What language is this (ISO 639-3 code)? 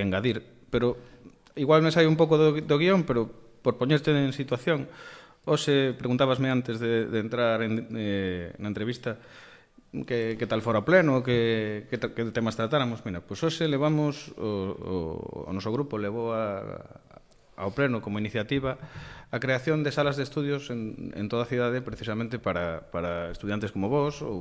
glg